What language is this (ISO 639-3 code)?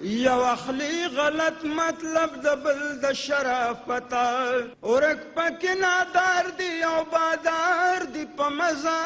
pus